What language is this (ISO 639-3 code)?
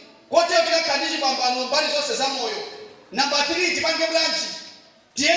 nya